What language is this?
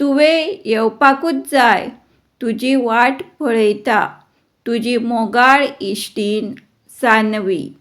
Konkani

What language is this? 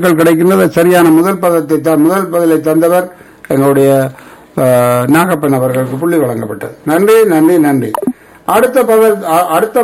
Tamil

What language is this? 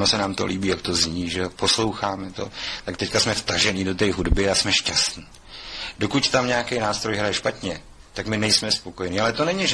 Czech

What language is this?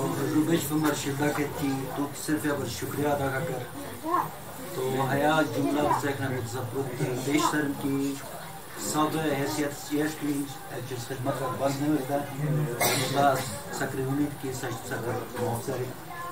Urdu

